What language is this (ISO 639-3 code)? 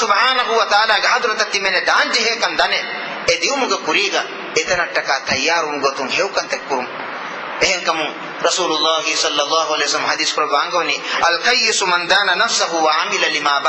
div